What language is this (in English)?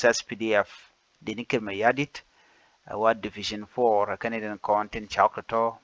Nuer